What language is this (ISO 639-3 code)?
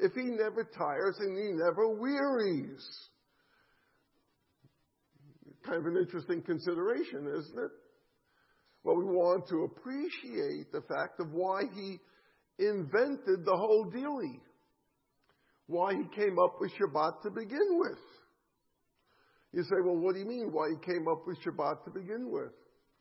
eng